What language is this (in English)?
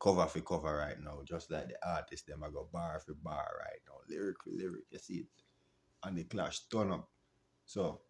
Jamaican Creole English